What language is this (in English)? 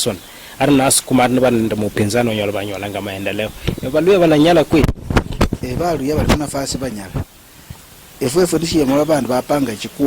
Luyia